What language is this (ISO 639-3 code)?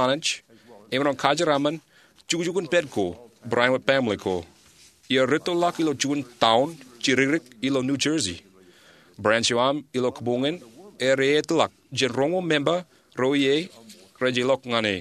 mah